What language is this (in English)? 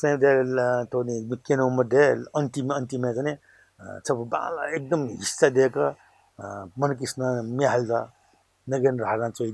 Newari